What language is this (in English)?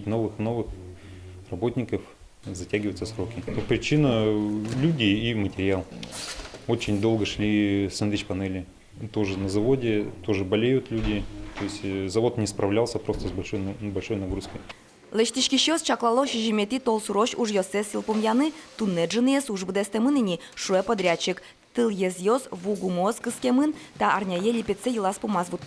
Udmurt